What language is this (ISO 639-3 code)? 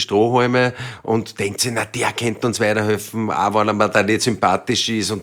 deu